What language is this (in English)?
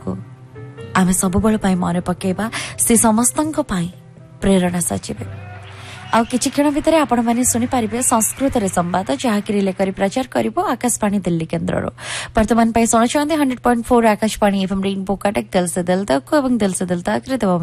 Odia